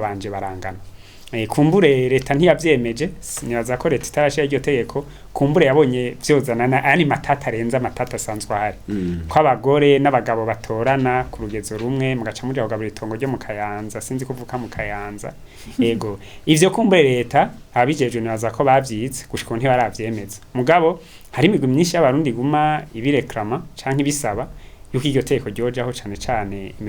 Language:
Rundi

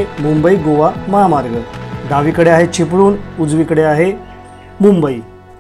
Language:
Marathi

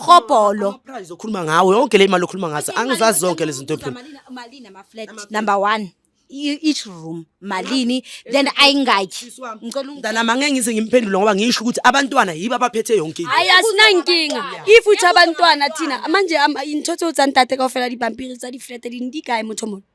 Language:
Zulu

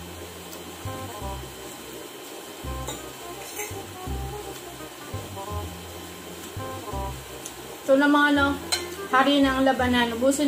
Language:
Filipino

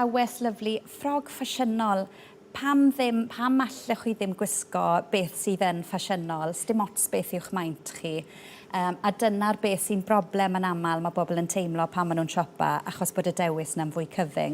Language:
Welsh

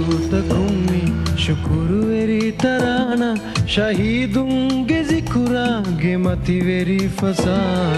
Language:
Divehi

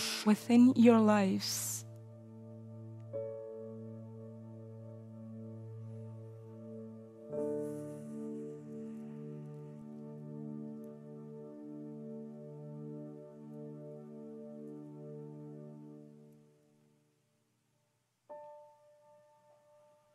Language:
Spanish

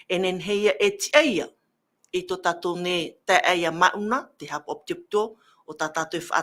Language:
Tahitian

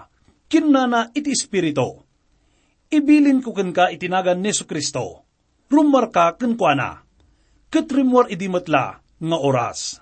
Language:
Iloko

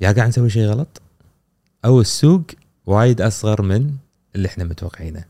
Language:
Gulf Arabic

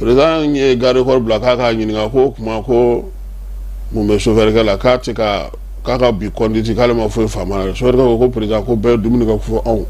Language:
Bambara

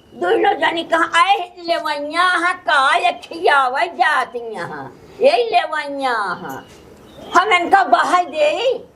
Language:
Awadhi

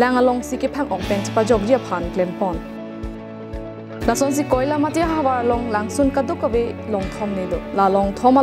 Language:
Karbi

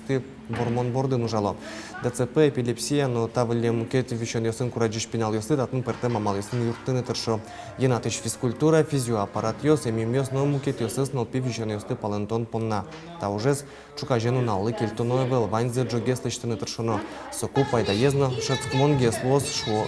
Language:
Udmurt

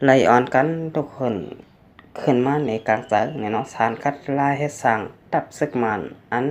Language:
Shan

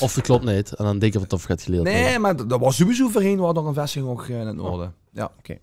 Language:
Limburgish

